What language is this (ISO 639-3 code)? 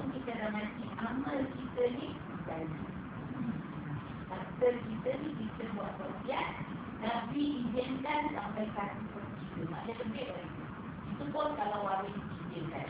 msa